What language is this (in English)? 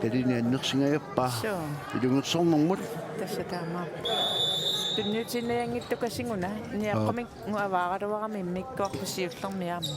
Kalaallisut